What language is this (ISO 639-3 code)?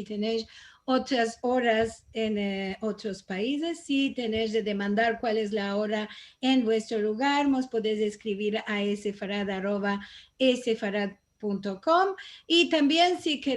lad